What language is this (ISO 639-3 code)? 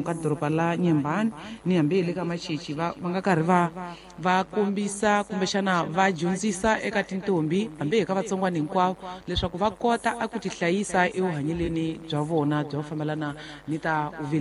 tso